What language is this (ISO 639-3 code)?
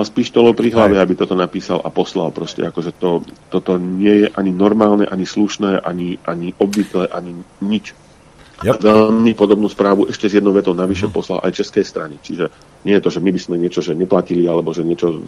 slk